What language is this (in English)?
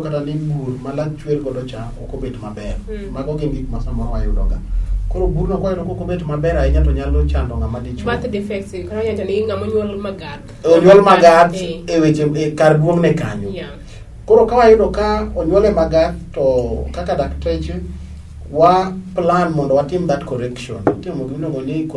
Luo (Kenya and Tanzania)